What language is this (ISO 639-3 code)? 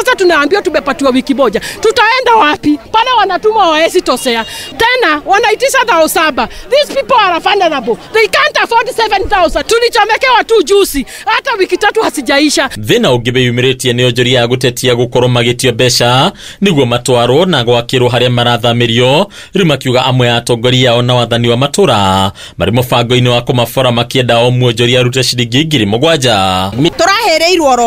kik